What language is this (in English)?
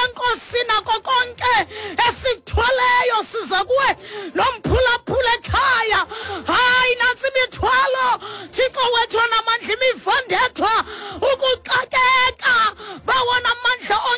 Xhosa